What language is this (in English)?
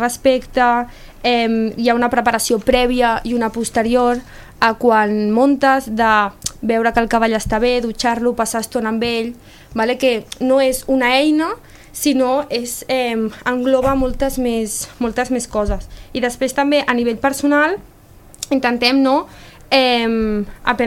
Catalan